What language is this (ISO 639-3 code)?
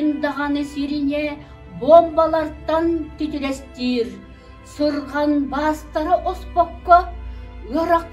sah